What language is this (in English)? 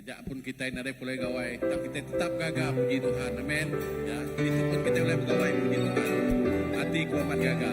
Iban